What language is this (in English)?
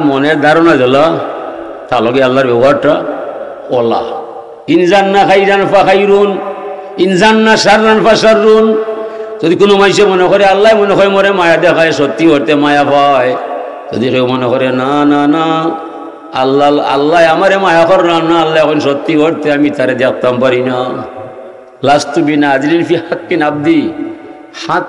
Sylheti